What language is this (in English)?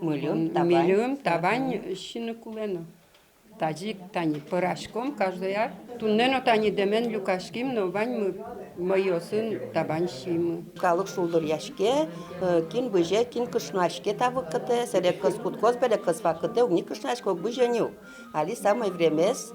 Udmurt